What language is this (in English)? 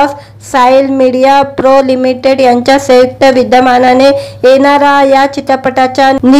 Marathi